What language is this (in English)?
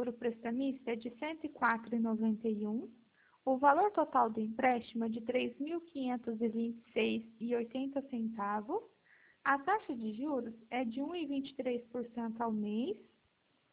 Portuguese